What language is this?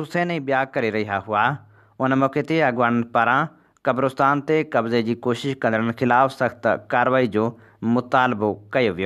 Sindhi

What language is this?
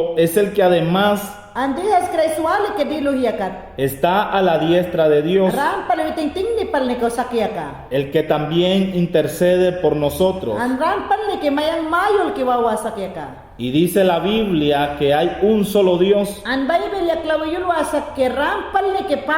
Mayangna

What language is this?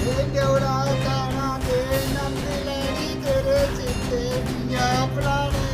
Dogri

